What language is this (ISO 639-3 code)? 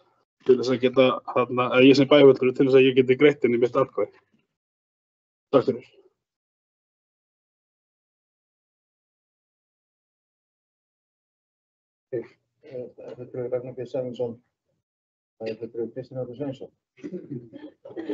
isl